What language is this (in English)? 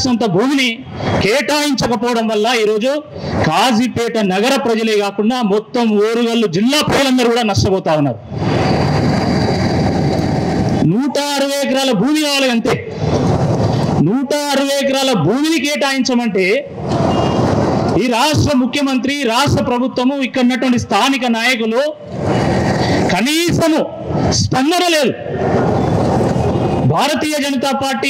Telugu